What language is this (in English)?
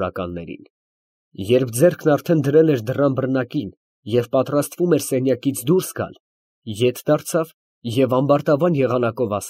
Armenian